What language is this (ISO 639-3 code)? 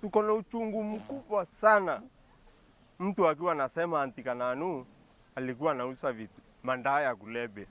mer